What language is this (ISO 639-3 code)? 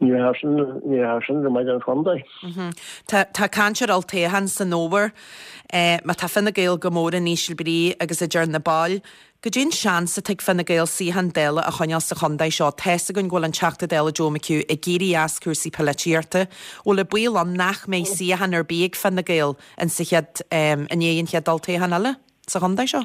gle